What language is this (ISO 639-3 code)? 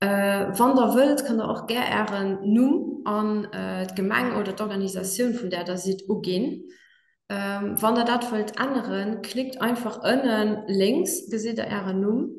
ltz